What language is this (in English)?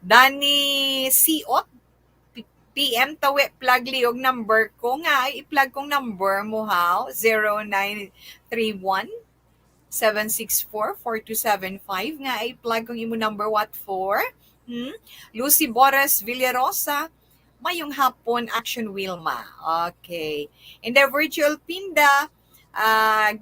Hiligaynon